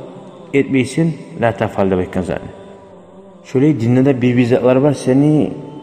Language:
Kumyk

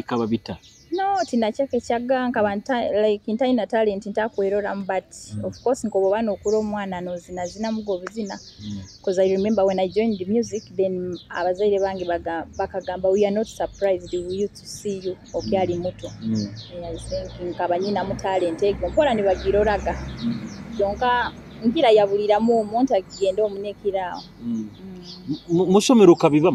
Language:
Nyoro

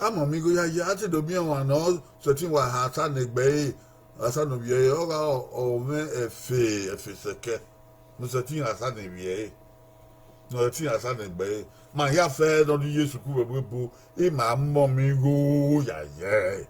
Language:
Bini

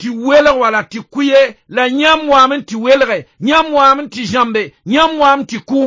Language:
Mossi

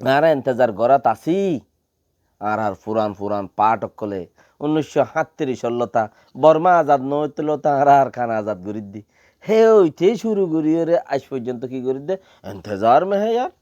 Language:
Rohingya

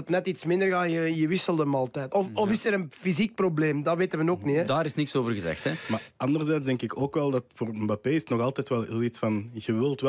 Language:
Dutch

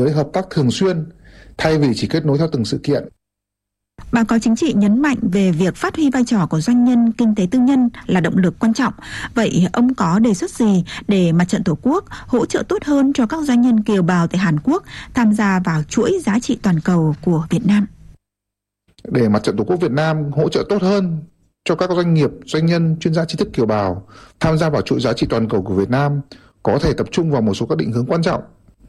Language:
Vietnamese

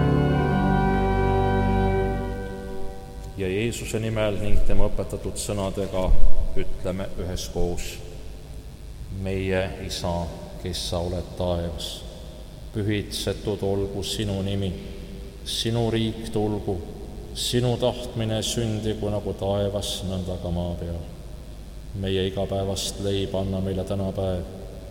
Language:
Estonian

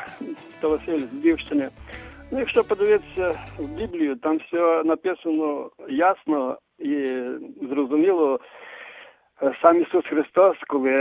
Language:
Ukrainian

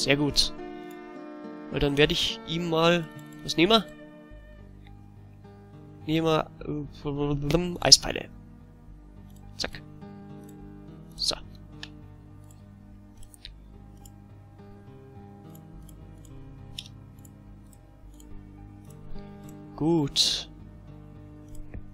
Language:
German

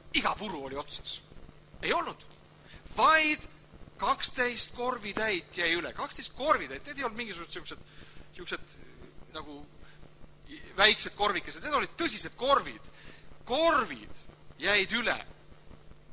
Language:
Estonian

